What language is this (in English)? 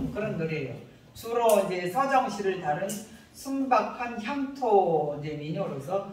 Korean